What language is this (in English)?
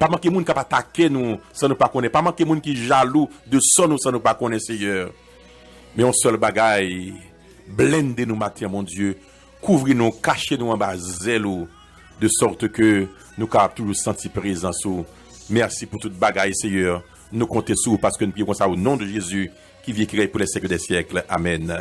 Haitian Creole